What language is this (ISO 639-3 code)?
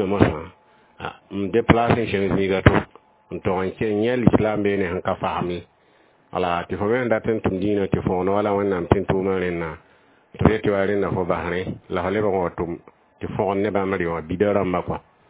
mos